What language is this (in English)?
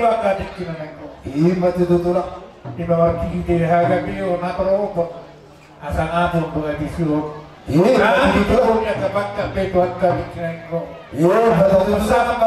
Batak Toba